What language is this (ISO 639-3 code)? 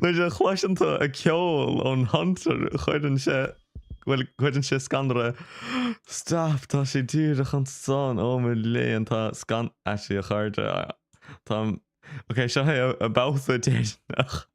gle